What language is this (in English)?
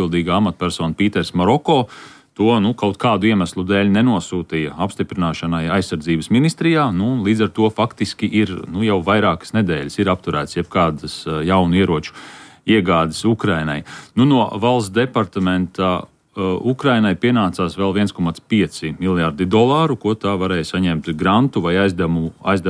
Latvian